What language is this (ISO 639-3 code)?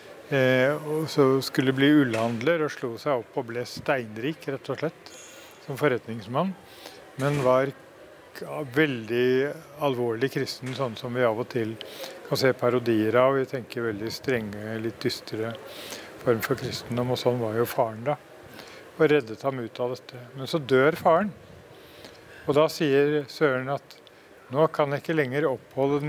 nor